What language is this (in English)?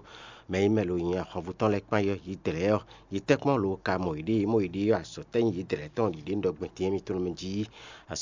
Fon